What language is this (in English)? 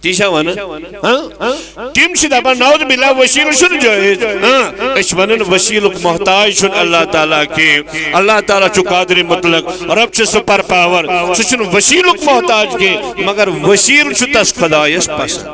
Kashmiri